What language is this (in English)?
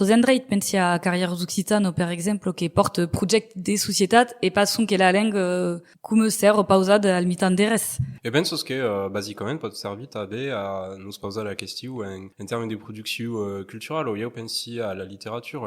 Occitan